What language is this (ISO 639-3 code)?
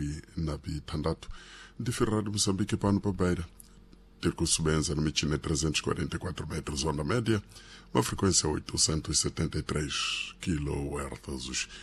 seh